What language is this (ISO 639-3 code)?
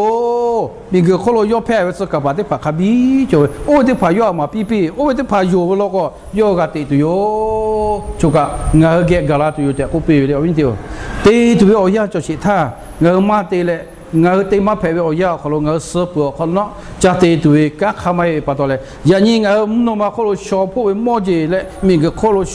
lhu